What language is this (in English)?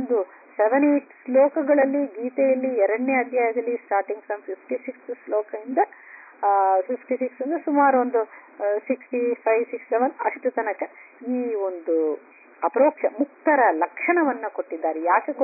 Kannada